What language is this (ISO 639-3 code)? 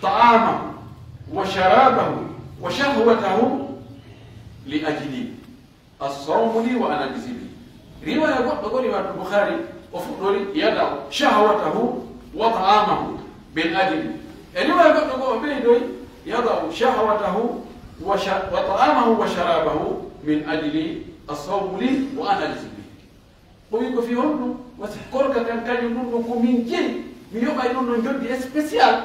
fuf